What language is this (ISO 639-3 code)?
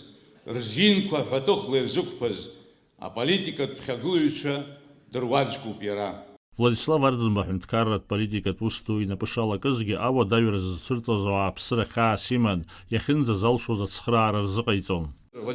abk